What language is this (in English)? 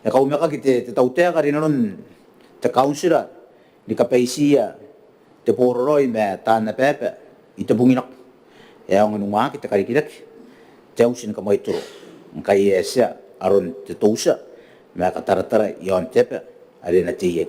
Gilbertese